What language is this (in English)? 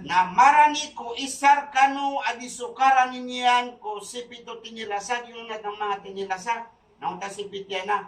Maranao